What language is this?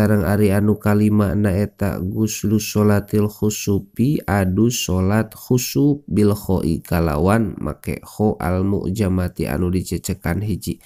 Sundanese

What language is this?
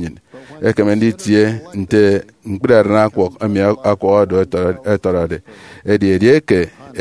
Efik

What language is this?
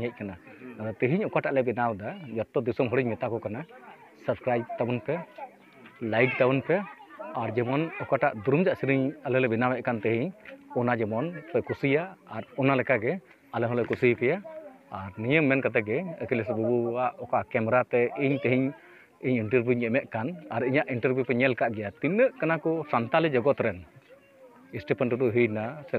Santali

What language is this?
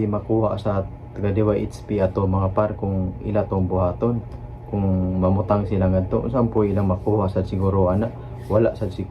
Cebuano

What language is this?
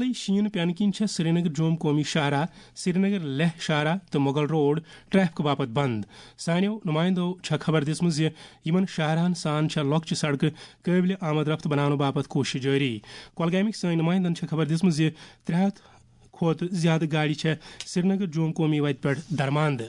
Kashmiri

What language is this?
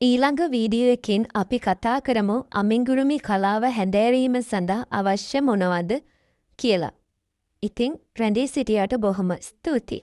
Sinhala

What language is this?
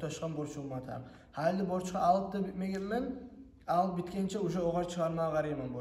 Kumyk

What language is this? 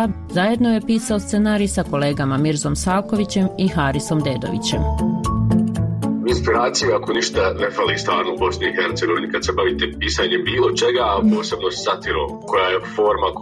Bosnian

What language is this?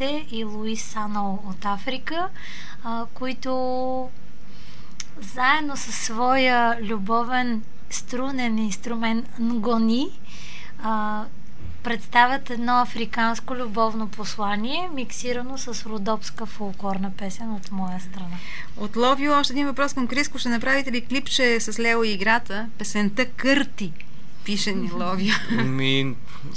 Bulgarian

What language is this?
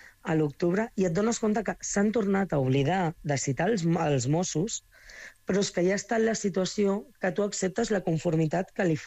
Catalan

